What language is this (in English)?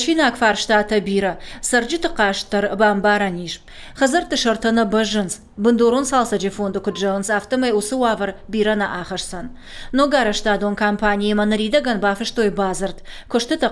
Ossetic